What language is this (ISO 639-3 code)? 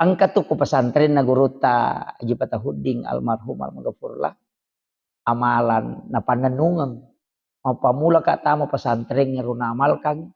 bug